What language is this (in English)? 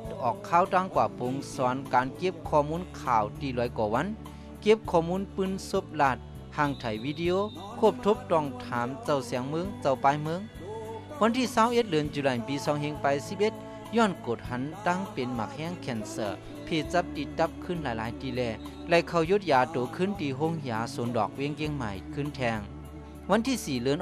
Shan